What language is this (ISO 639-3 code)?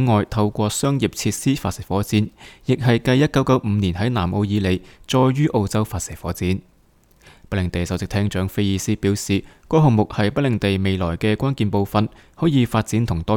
yue